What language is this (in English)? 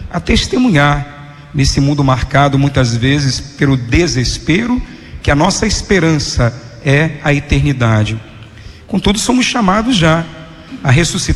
Portuguese